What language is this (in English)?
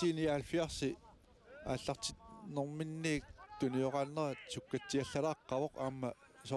Kalaallisut